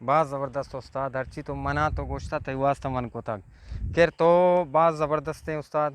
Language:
Eastern Balochi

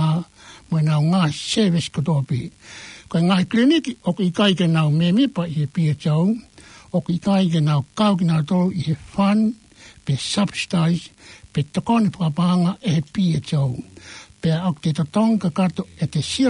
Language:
Tongan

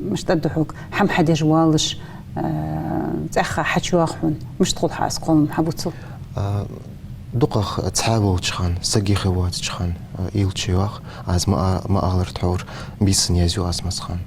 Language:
Ingush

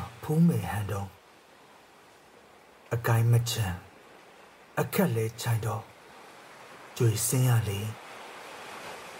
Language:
Burmese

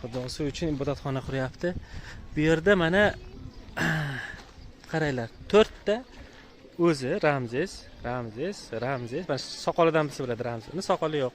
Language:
Uzbek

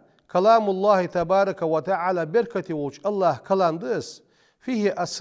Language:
Ingush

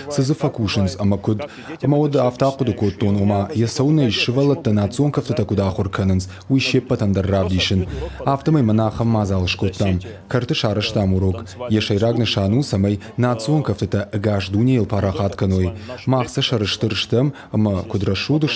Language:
Ossetic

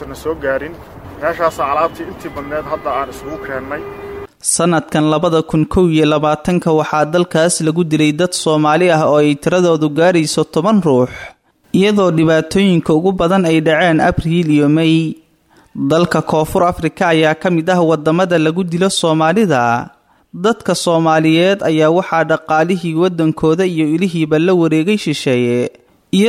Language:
Somali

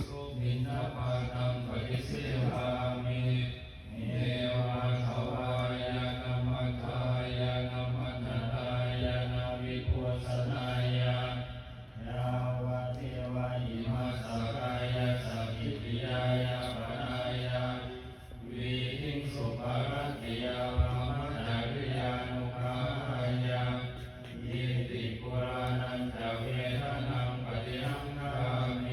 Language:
Pali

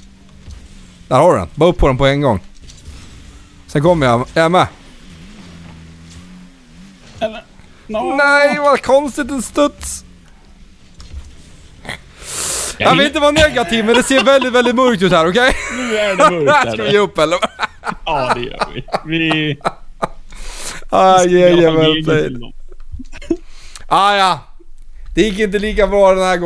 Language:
Swedish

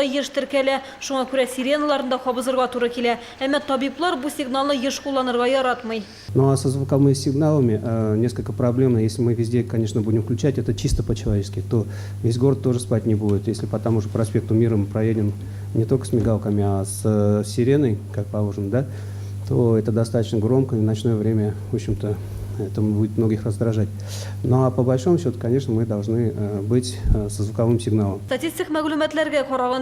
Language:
Tatar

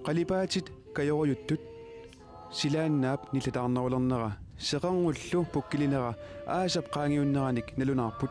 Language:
Kalaallisut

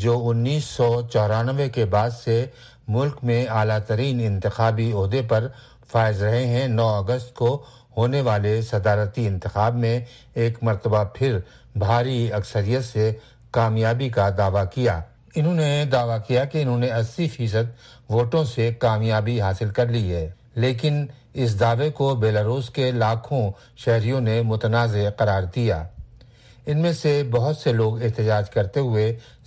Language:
Urdu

